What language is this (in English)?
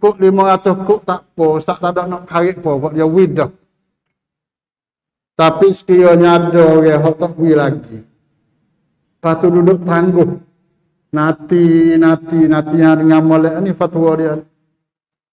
Malay